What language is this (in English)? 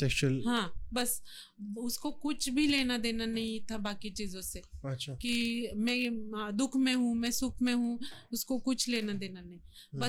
Hindi